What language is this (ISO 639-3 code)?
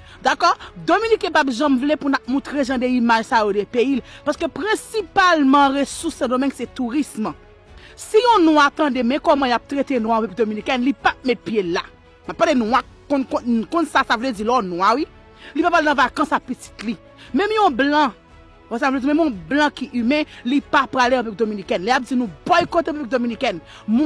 hat